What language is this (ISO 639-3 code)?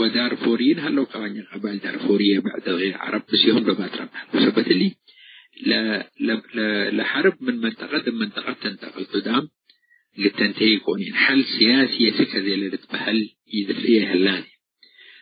tig